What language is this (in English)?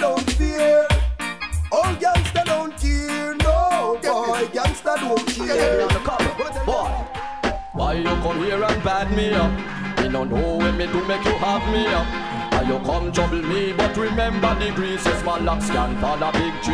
Jamaican Creole English